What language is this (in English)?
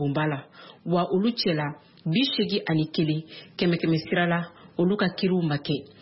Bambara